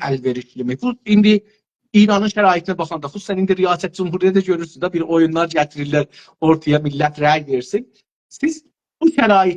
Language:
South Azerbaijani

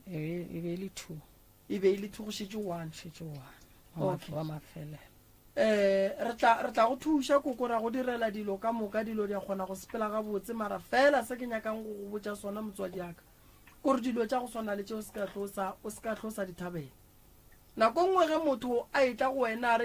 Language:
Northern Sotho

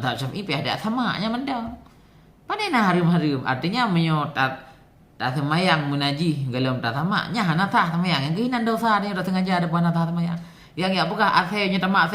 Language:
Achinese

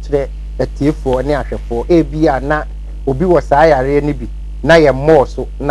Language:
Akan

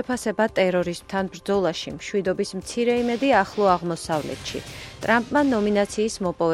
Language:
Georgian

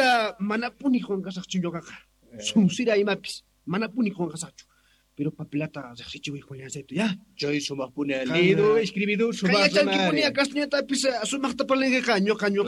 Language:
South Bolivian Quechua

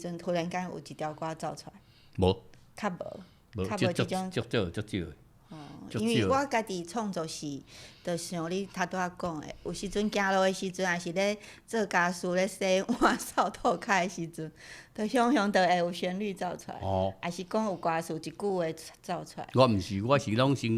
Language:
Min Nan Chinese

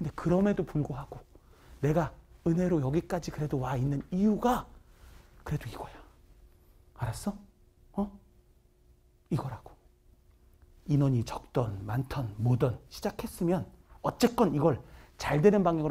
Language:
Korean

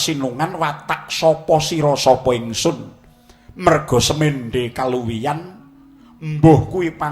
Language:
Javanese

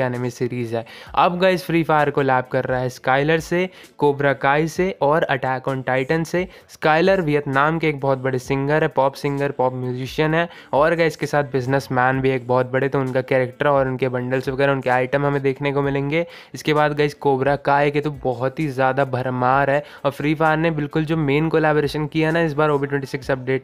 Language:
Hindi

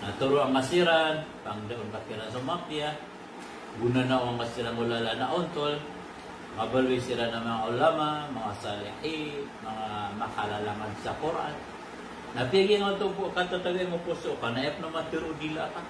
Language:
Maranao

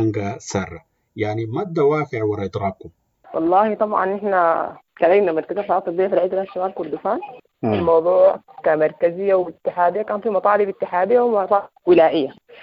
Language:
Sudanese Arabic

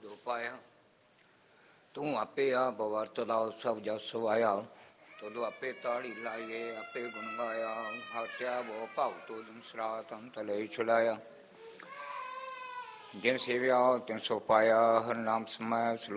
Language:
Punjabi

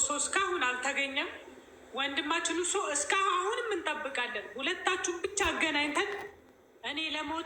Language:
Amharic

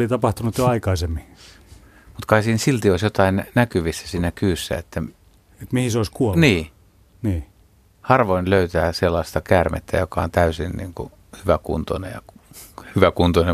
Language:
Finnish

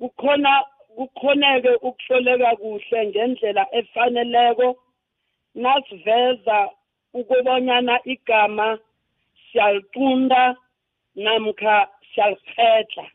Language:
South Ndebele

